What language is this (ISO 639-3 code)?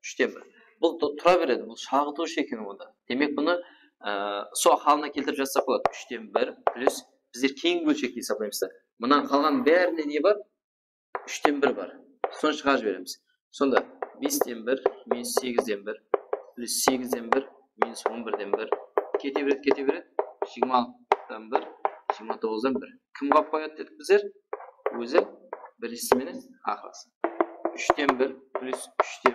kaa